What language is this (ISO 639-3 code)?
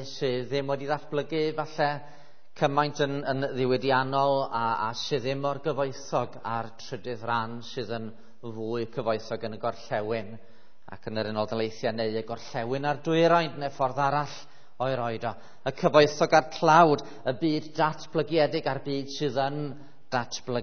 cym